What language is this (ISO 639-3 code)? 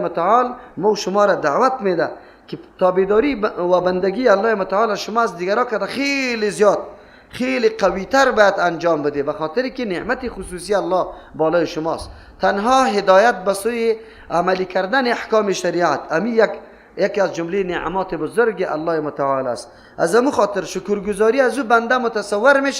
fas